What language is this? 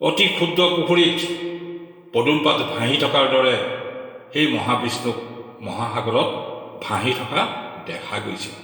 Assamese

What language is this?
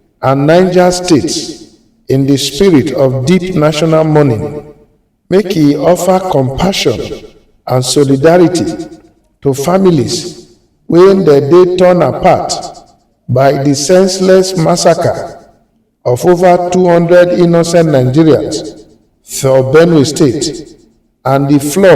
Nigerian Pidgin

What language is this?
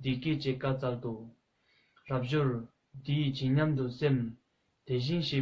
Tibetan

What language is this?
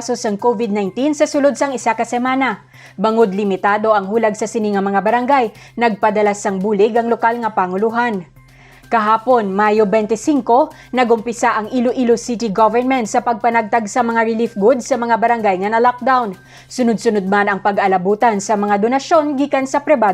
Hiligaynon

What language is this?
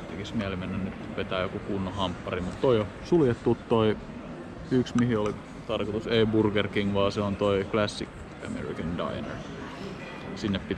Finnish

